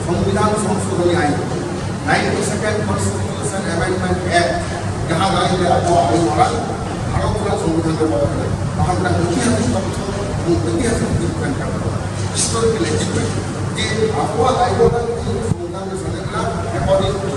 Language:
Santali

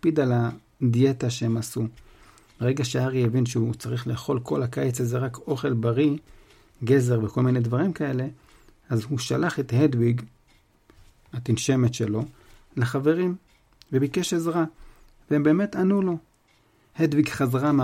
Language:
Hebrew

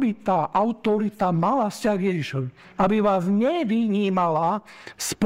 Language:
Slovak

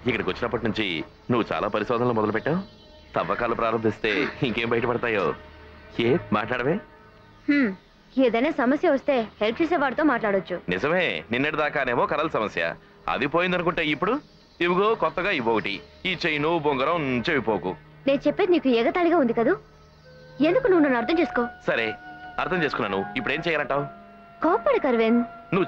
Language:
Telugu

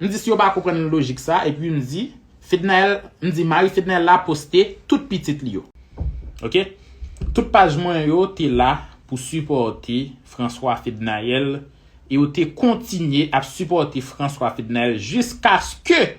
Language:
Haitian Creole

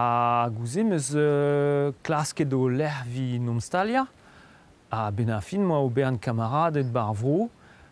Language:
Breton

